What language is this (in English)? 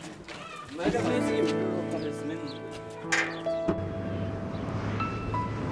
Kyrgyz